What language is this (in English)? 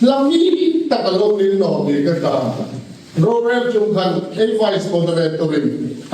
Hmar